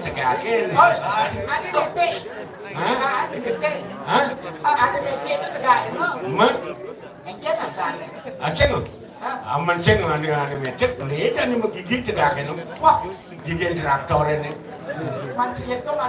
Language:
Balinese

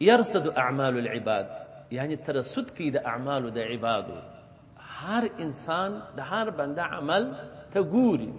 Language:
Pashto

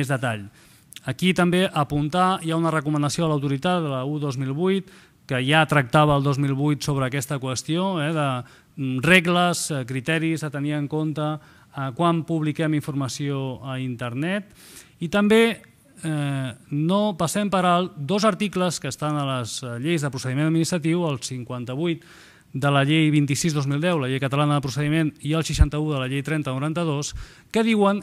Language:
Catalan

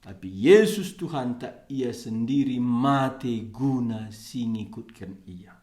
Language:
Batak Karo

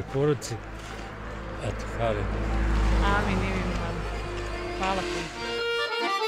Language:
Bosnian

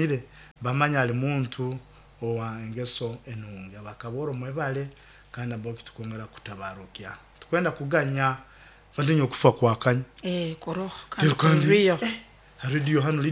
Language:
Nyoro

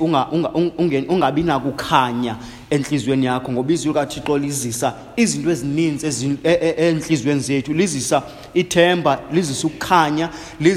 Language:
Xhosa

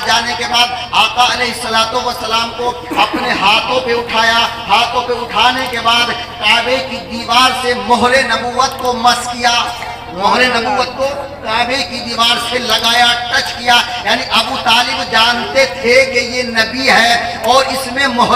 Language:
Urdu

